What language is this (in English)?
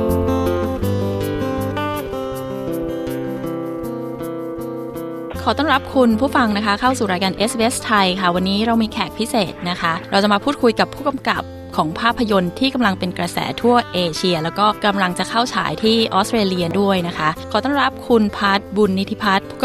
Thai